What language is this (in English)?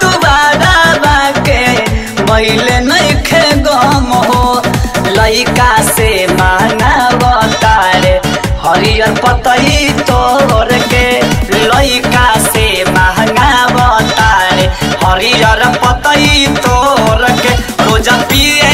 Bhojpuri